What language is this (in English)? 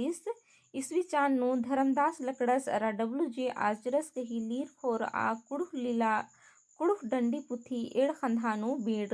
Kurukh